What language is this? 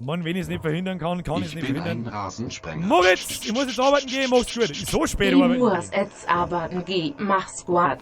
Bavarian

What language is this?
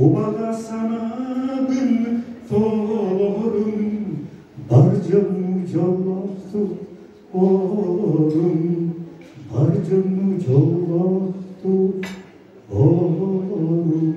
Yakut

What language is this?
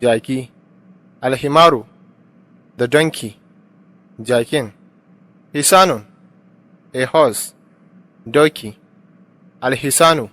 Hausa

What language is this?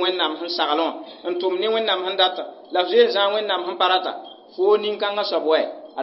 Mossi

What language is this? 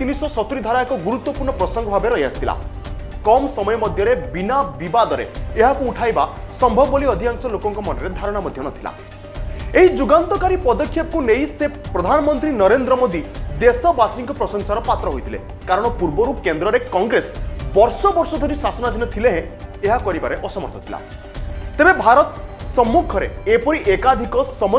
Odia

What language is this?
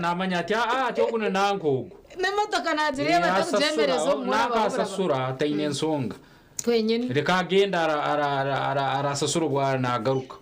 Nyankole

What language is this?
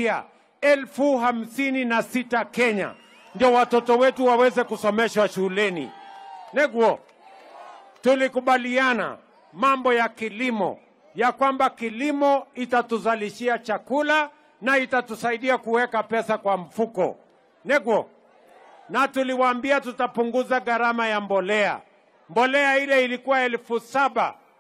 Swahili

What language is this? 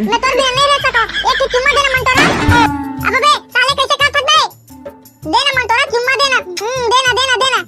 Chhattisgarhi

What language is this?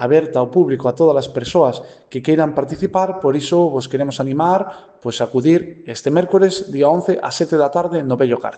Galician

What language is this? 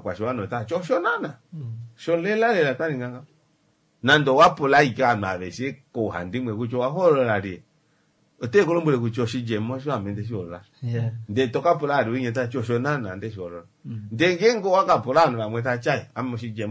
Kuanyama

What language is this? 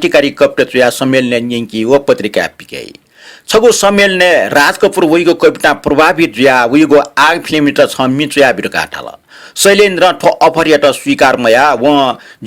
Newari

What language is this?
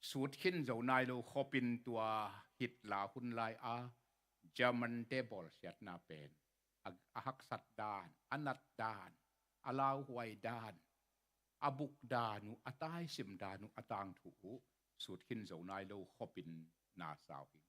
Tedim Chin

